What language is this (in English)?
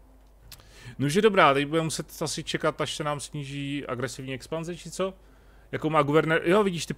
Czech